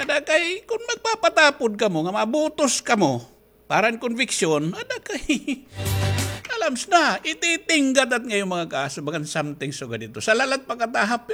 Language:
Waray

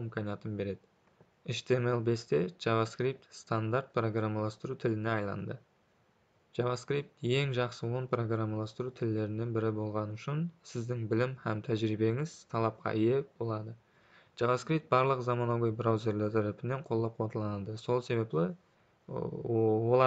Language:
Kara-Kalpak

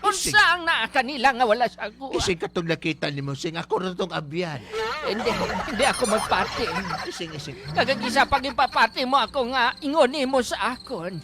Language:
Hiligaynon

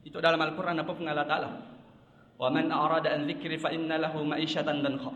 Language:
Buginese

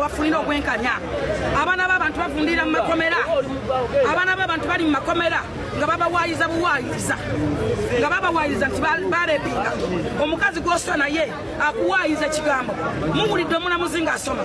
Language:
Ganda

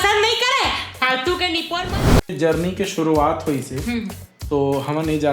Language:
Chhattisgarhi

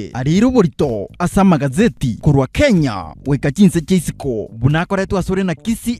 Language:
Gusii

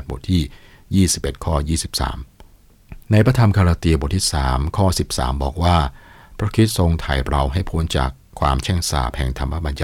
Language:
Thai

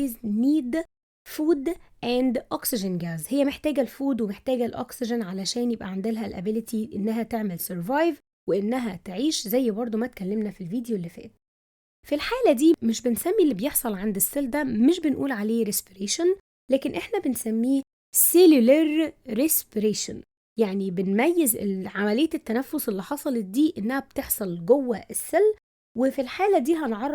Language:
Egyptian Arabic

